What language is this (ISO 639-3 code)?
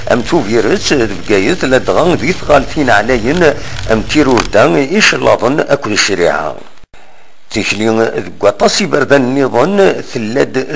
kab